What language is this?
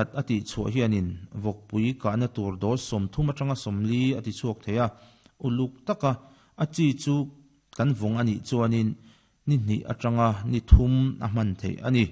Mizo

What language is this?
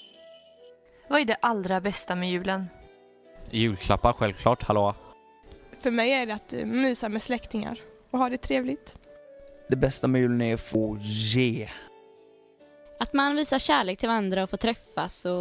Swedish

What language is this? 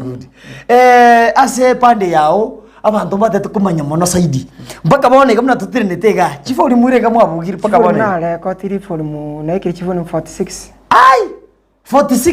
Gusii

